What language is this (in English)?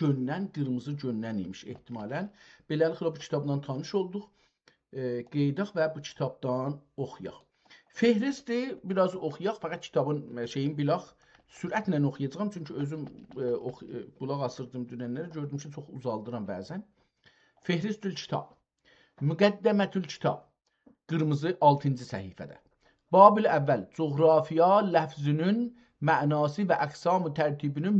South Azerbaijani